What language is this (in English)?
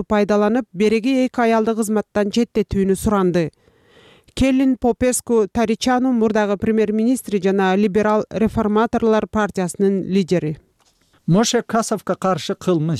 Kyrgyz